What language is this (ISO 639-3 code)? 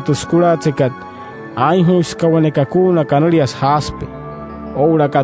guc